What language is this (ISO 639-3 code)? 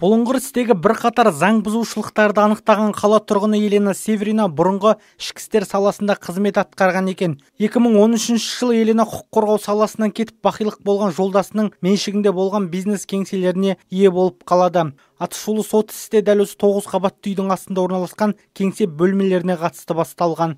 kaz